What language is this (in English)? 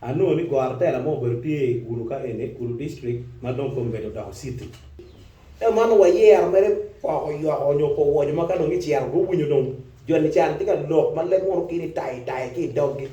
Acoli